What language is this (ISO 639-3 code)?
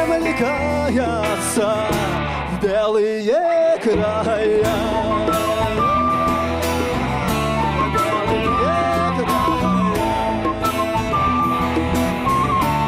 rus